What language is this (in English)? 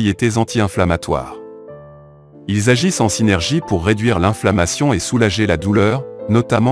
French